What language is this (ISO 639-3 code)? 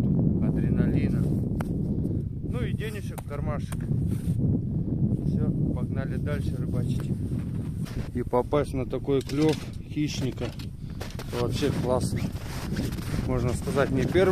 rus